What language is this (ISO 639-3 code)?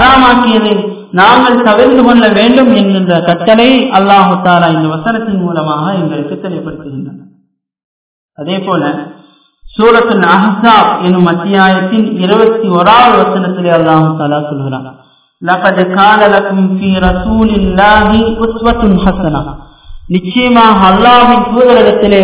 tam